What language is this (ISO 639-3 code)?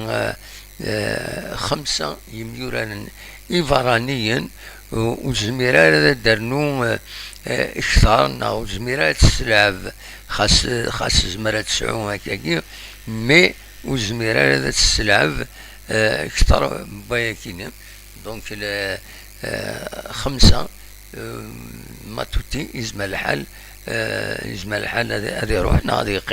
kab